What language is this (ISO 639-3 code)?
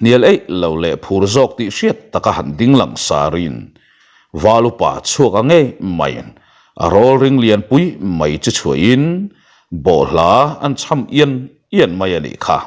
lus